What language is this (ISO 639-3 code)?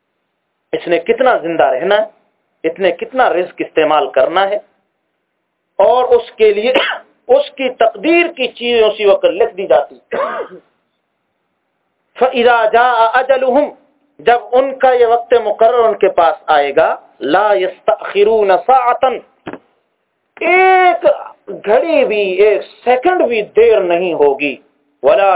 urd